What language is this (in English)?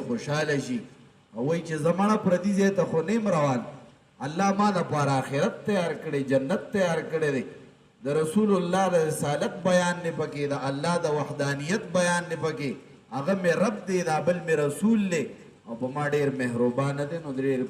Pashto